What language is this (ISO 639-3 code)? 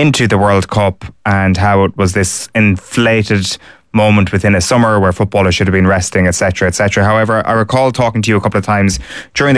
eng